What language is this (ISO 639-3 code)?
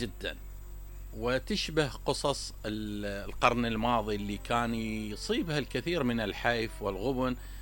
acm